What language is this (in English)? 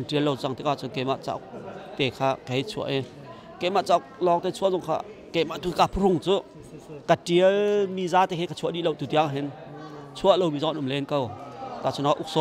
Hakha Chin